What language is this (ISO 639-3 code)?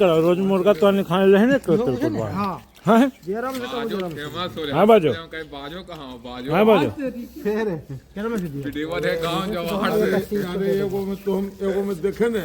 mag